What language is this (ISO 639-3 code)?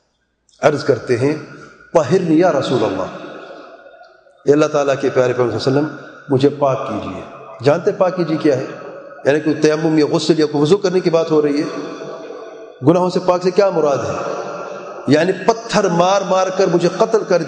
urd